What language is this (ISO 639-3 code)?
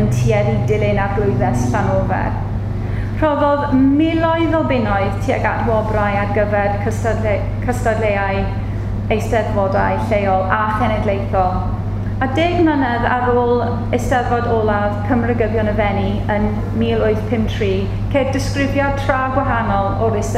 cym